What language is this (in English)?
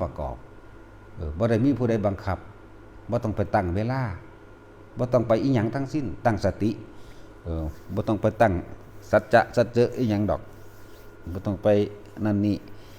Northeastern Thai